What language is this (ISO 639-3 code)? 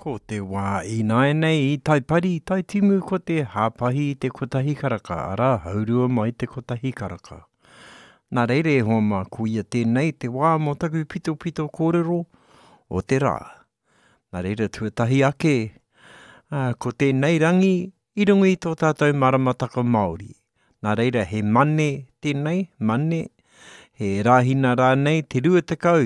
mri